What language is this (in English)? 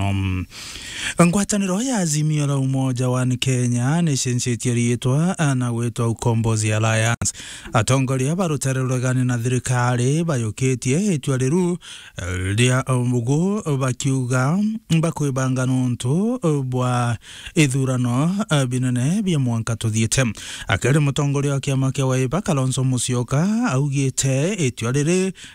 Meru